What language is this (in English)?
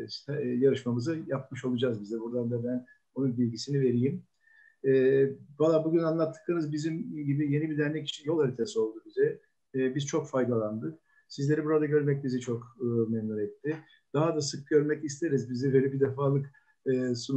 Turkish